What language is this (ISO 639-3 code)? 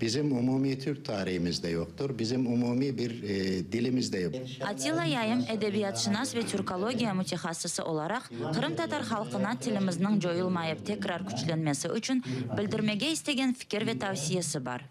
crh